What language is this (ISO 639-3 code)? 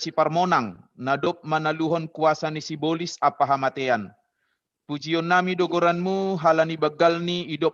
bts